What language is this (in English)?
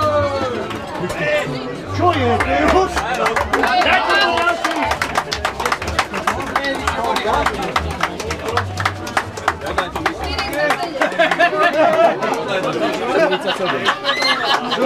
Slovak